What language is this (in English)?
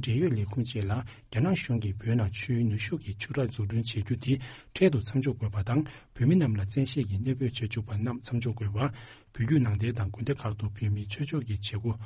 Tibetan